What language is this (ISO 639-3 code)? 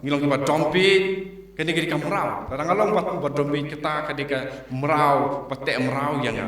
kha